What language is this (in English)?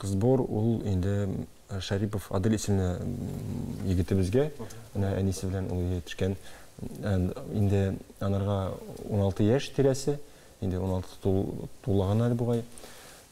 Tatar